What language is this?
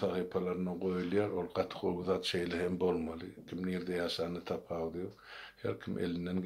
Turkmen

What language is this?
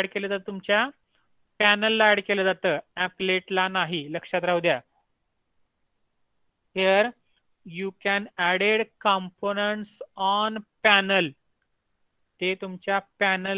Marathi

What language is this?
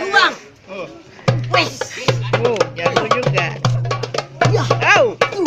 Betawi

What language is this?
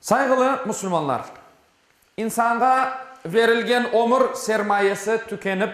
Crimean Tatar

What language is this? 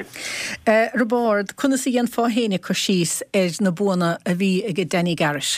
Irish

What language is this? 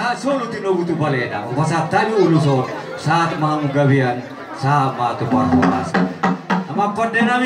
Batak Toba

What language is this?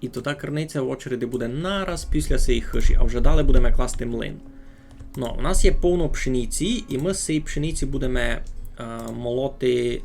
Rusyn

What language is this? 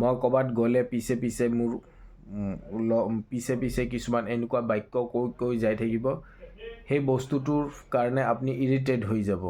Assamese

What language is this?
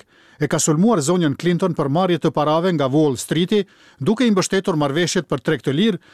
Albanian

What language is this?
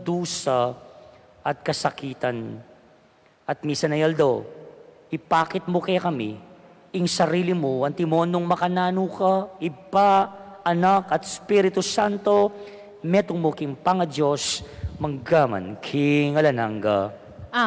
Pampanga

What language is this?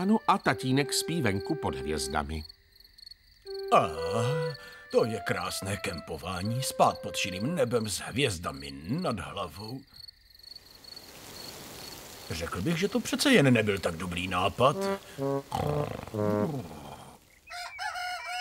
Czech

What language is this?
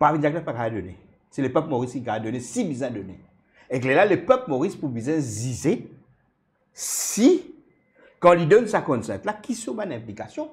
Morisyen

